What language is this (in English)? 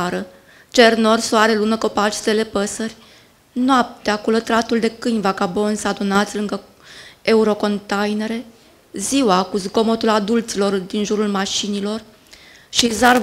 Romanian